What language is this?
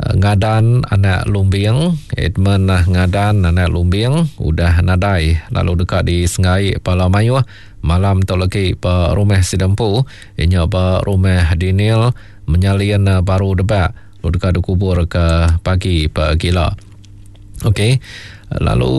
Iban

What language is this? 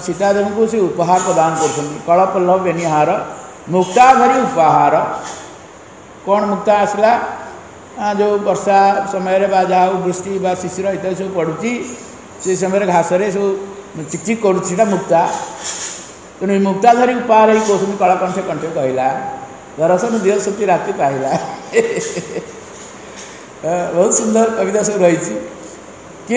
Odia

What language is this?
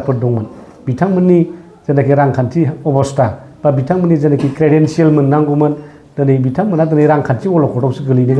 Bodo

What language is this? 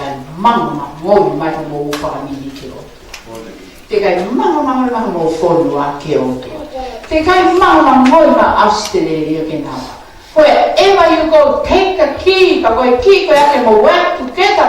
Tongan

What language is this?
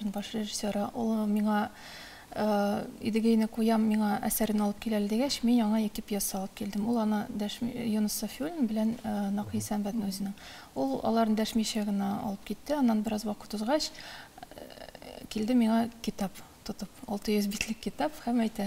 Tatar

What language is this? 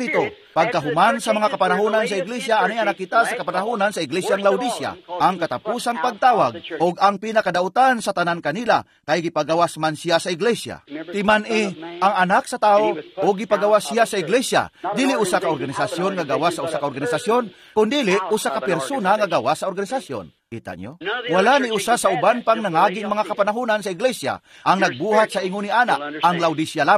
Cebuano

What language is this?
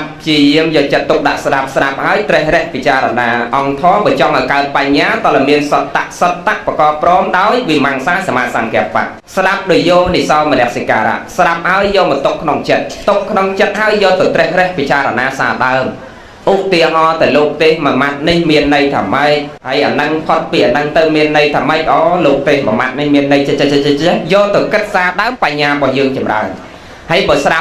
Khmer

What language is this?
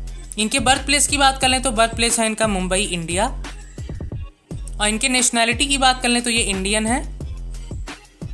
Hindi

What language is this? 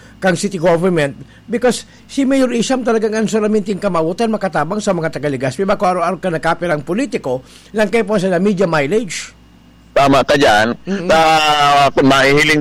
Bikol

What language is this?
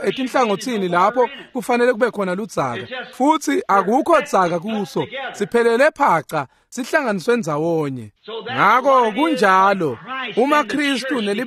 Swati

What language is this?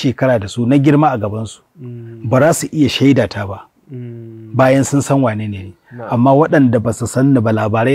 Hausa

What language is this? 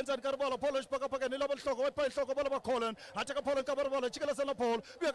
Tsonga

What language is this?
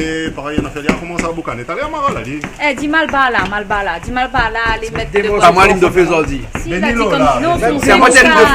Réunion Creole French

